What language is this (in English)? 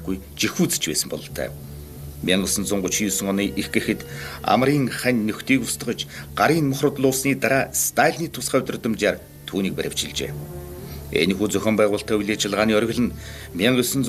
Mongolian